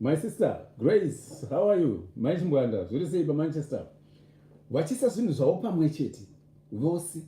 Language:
Shona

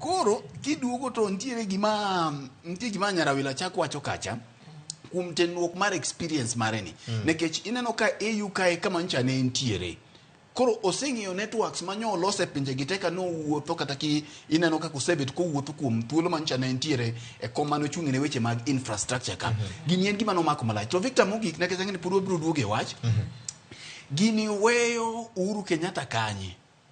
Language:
Luo (Kenya and Tanzania)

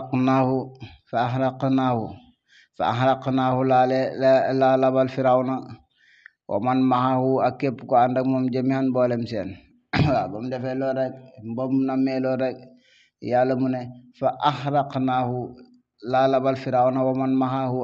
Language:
Wolof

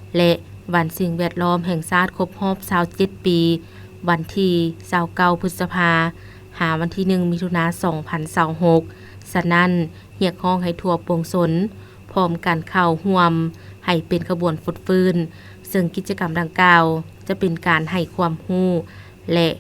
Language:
Lao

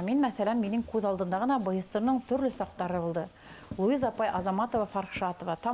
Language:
Bashkir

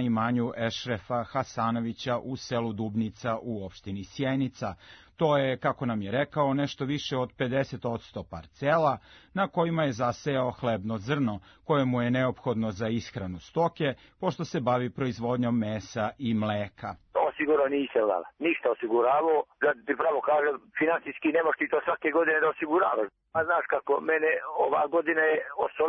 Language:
Serbian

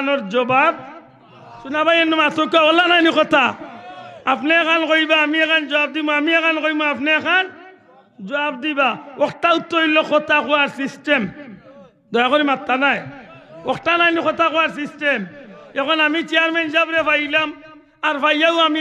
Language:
Sylheti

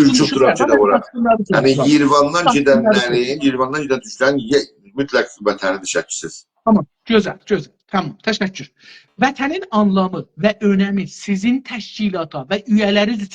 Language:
South Azerbaijani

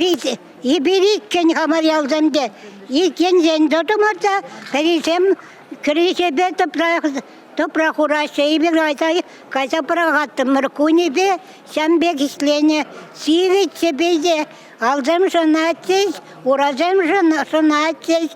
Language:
Chuvash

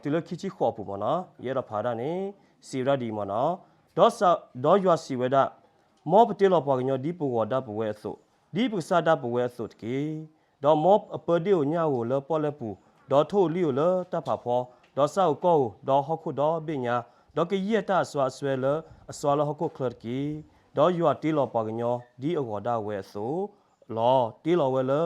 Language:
S'gaw Karen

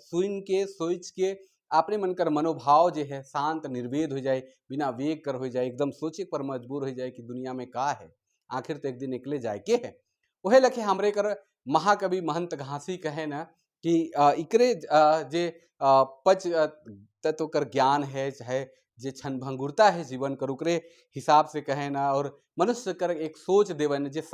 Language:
Sadri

